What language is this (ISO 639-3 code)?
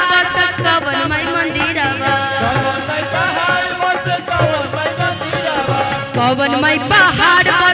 bho